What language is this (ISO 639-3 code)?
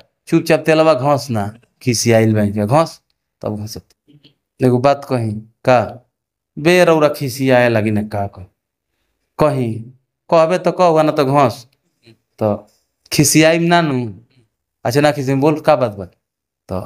bho